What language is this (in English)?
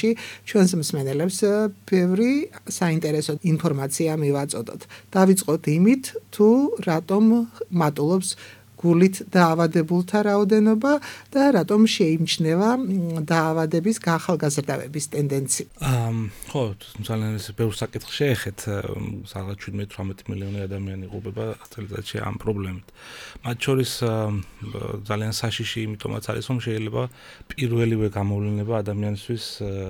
Georgian